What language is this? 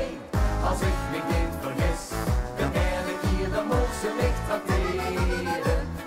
Limburgish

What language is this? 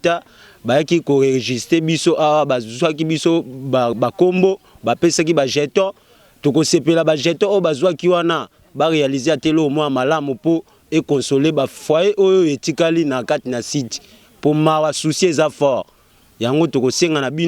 Lingala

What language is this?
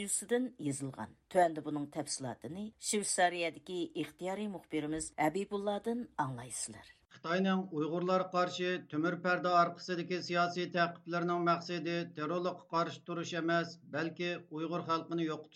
Uyghur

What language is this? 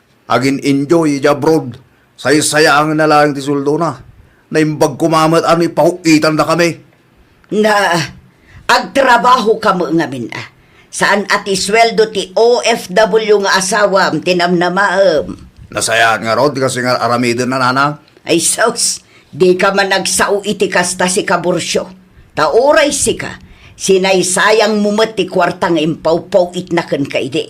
Iloko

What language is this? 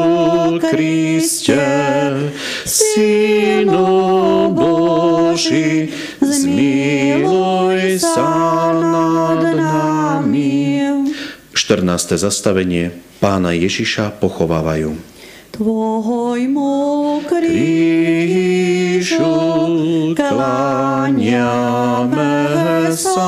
Slovak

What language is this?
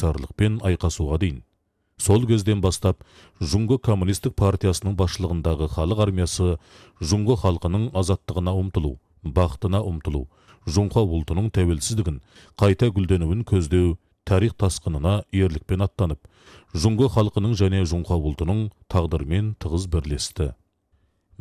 Kazakh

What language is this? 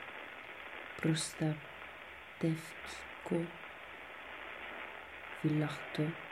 Greek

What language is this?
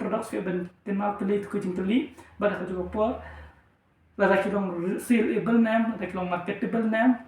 Khasi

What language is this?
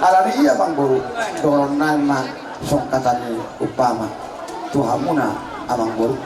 Batak Toba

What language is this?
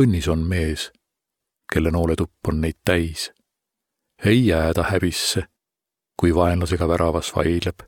Estonian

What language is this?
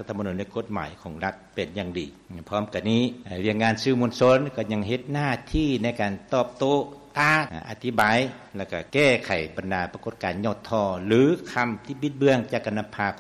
Lao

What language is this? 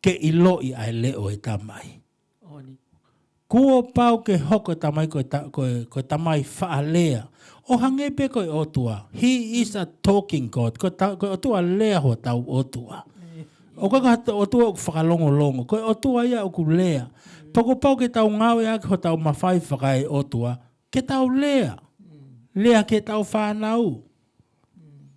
Tongan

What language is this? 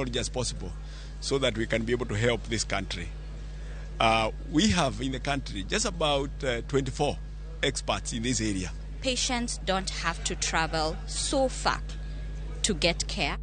Luo (Kenya and Tanzania)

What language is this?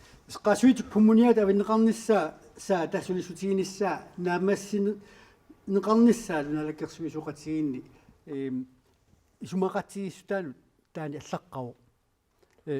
Kalaallisut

